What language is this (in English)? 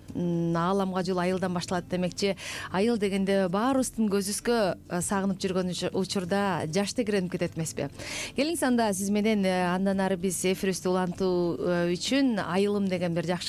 Kyrgyz